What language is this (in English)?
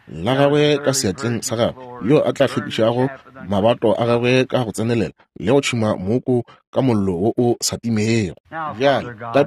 Northern Sotho